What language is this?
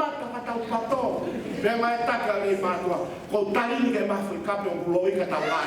Tongan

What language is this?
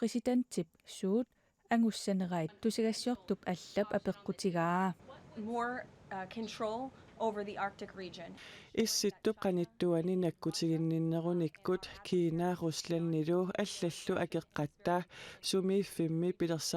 Kalaallisut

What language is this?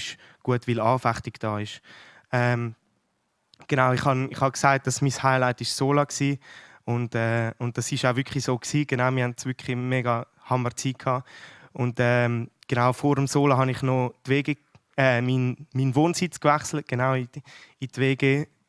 Swiss German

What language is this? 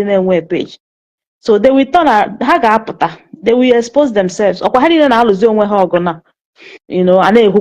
Igbo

